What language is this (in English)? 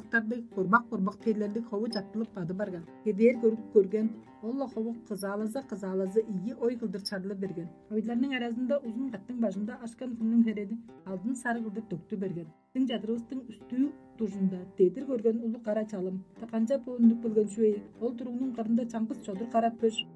Tuvinian